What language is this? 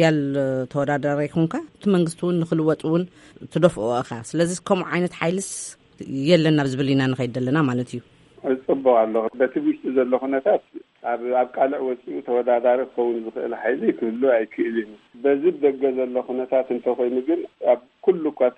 Tigrinya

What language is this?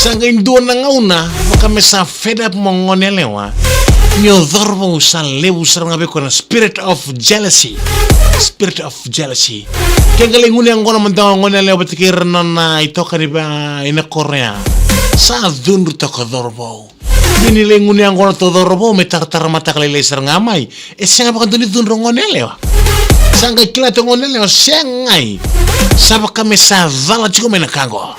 Fijian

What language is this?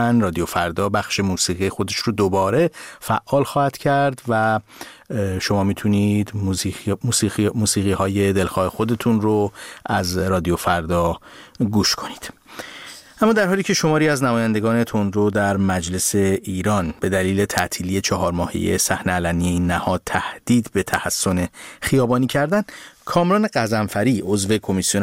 Persian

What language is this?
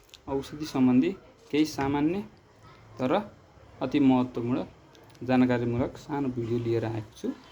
Nepali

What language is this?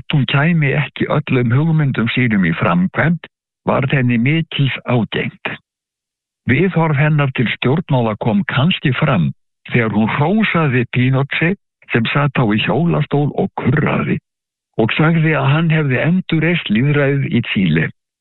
Icelandic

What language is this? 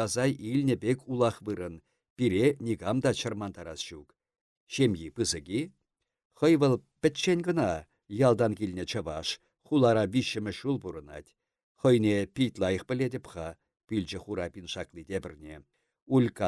Chuvash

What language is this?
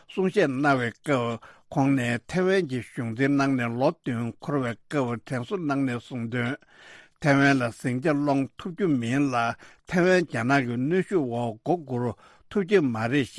Tibetan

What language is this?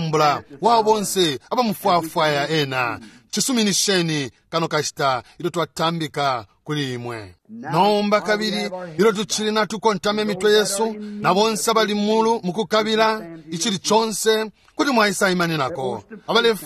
Bemba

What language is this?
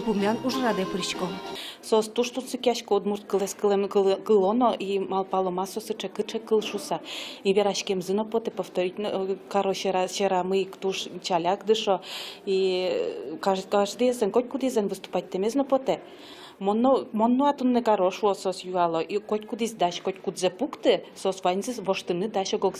Udmurt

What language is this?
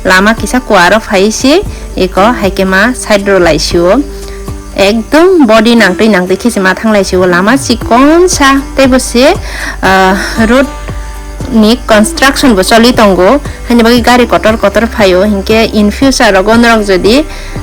Kok Borok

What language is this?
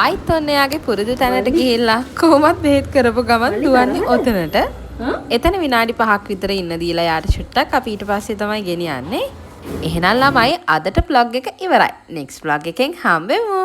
Sinhala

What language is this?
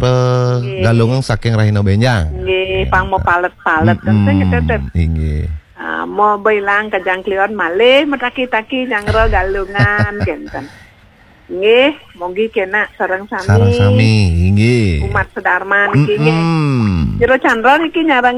Balinese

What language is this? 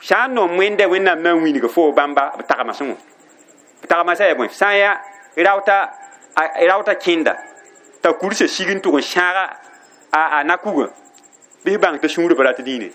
Mossi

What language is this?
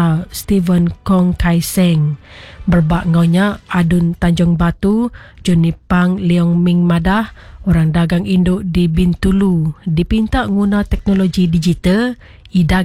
Iban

